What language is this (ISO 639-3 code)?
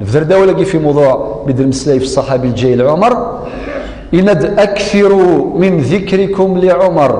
kab